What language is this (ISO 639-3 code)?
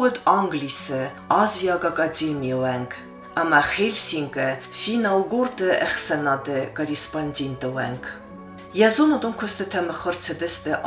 oss